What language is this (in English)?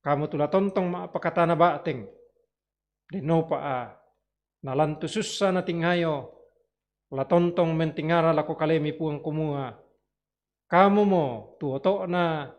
Toraja-Sa'dan